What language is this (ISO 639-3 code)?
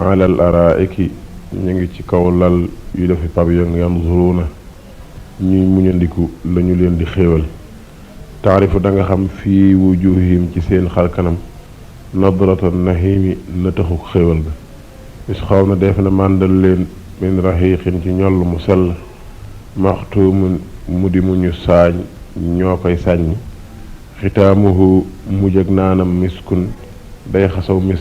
wol